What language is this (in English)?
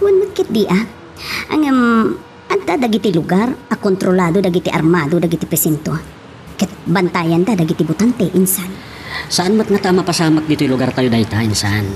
Iloko